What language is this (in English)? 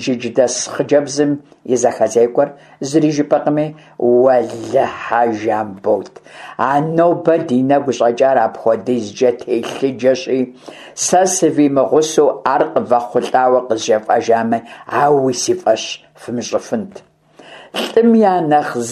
Kabardian